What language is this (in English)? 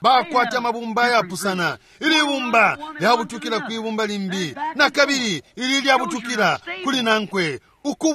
Bemba